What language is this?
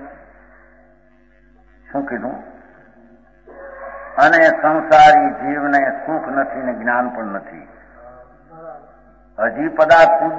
Gujarati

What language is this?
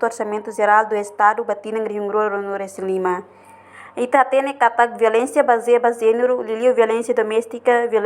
Tetum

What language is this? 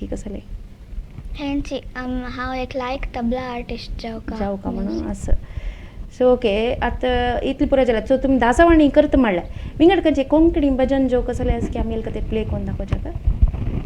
Konkani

